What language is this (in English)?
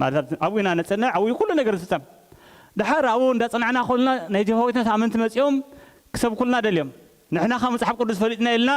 Tigrinya